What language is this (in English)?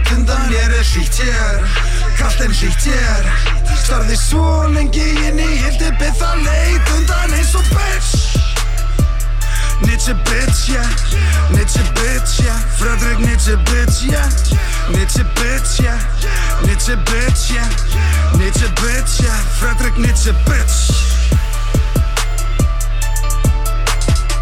Icelandic